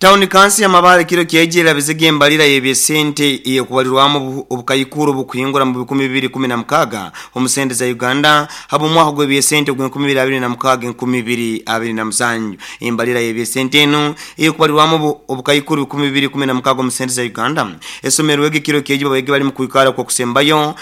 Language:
Nyoro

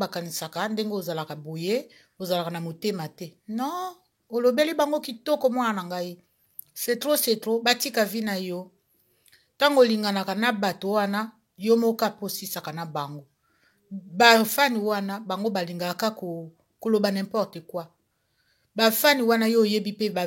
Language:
Lingala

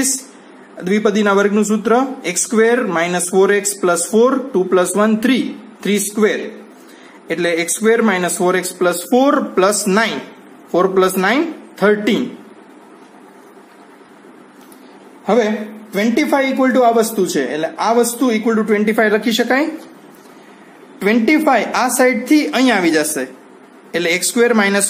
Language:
Gujarati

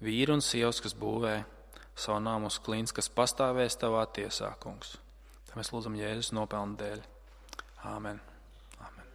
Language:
Latvian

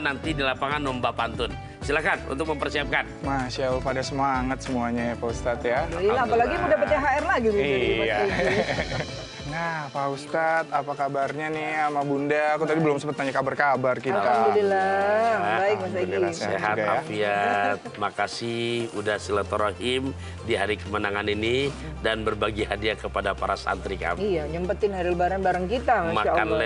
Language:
Indonesian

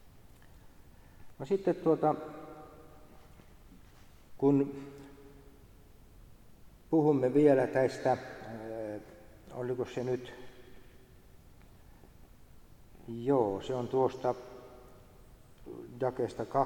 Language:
Finnish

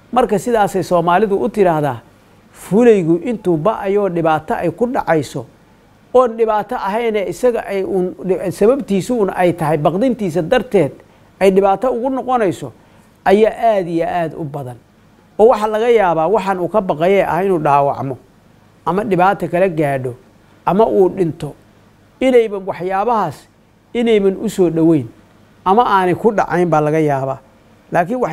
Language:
Somali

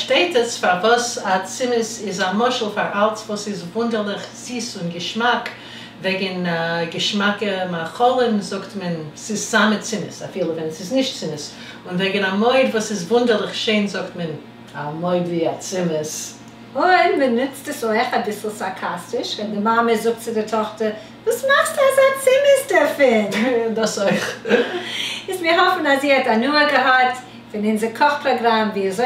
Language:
Yiddish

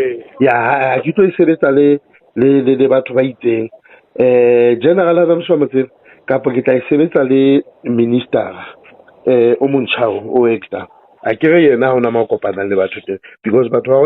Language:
Southern Sotho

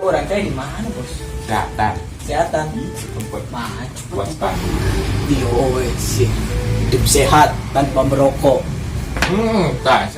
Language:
Sundanese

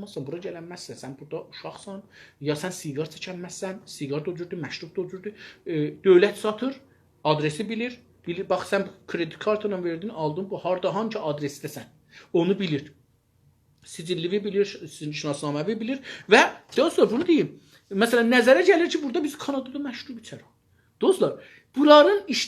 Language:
South Azerbaijani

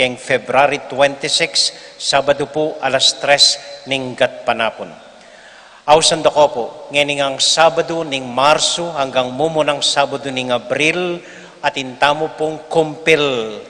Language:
Pampanga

